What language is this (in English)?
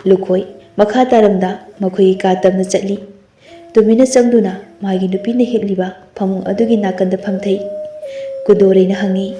Manipuri